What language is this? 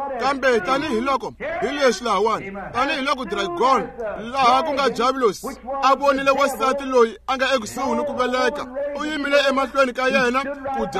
Tsonga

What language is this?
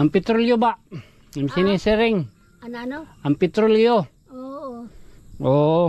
Waray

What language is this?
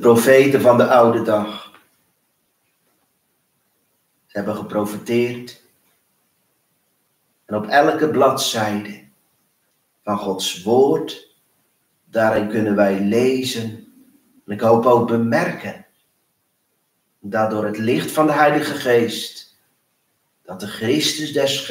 Dutch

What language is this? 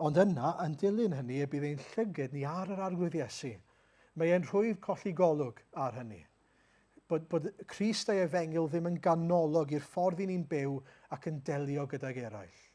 Welsh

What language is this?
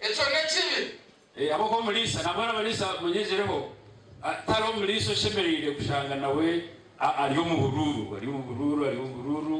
Nyankole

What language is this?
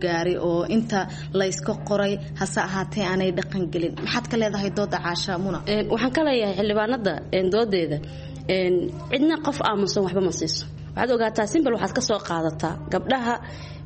Somali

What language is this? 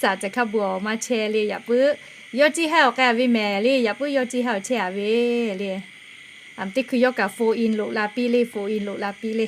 Lahu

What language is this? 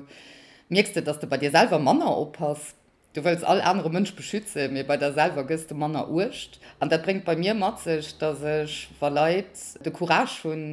Luxembourgish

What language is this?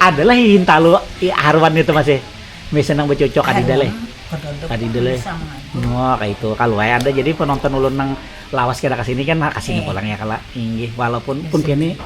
Banjar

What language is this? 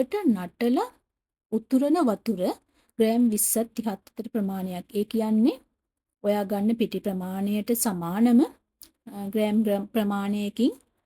Sinhala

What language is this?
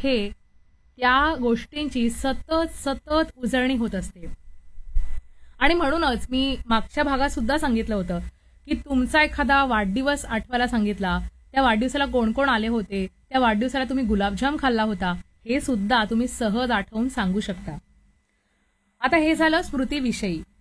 Marathi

